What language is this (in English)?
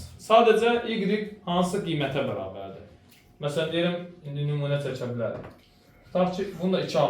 Azerbaijani